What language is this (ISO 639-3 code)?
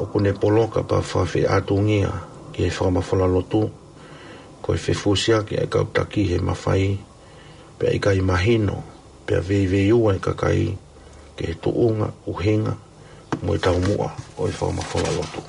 ton